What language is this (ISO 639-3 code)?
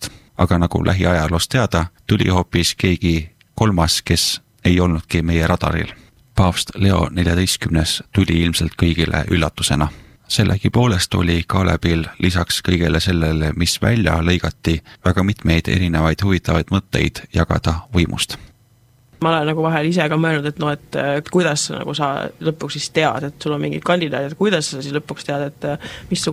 est